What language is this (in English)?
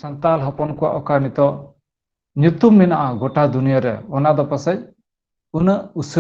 Santali